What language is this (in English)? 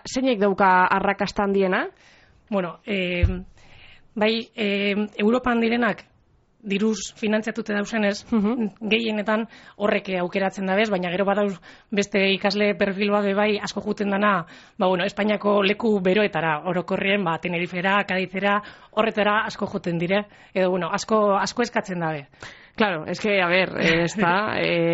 Basque